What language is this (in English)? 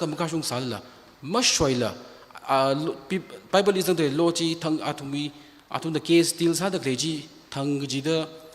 Tangkhul Naga (India)